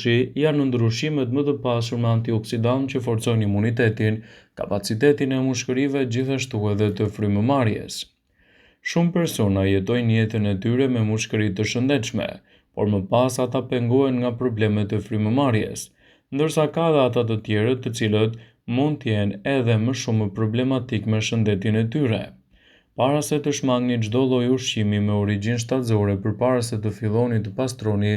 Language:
Albanian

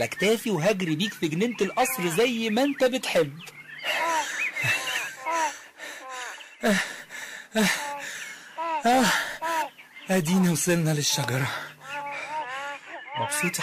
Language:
Egyptian Arabic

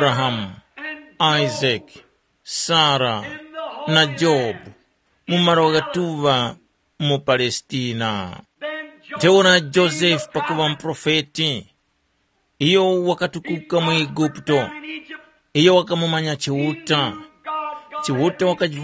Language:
Tumbuka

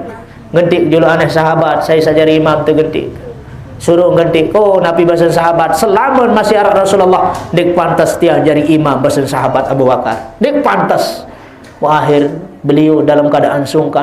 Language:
Sasak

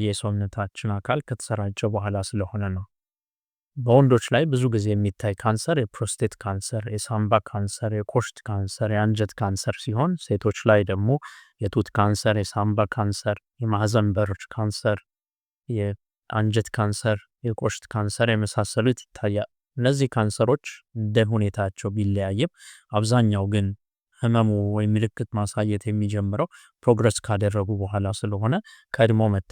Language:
Amharic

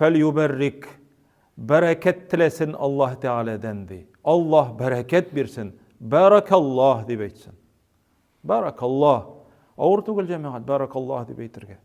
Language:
Tatar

